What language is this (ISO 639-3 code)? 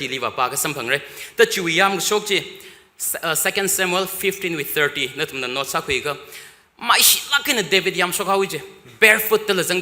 nmf